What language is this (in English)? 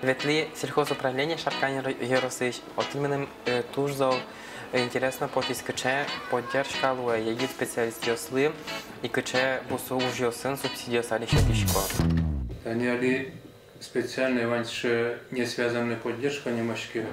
Udmurt